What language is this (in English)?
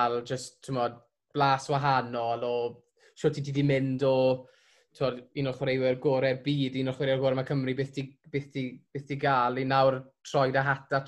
Welsh